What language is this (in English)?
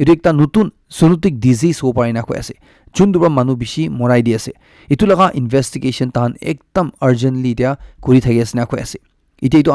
Naga Pidgin